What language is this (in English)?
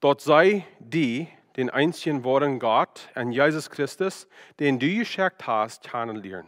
Plautdietsch